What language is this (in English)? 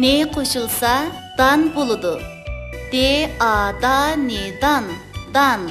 Uyghur